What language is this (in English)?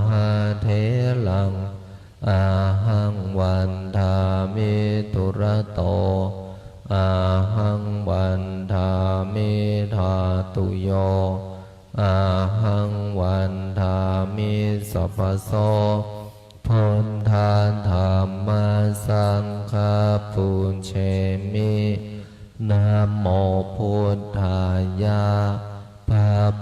Pali